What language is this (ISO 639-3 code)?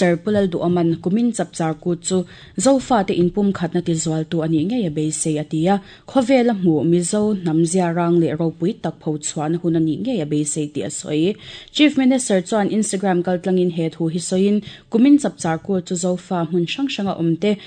lus